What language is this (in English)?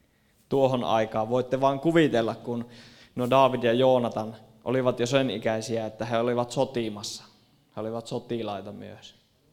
Finnish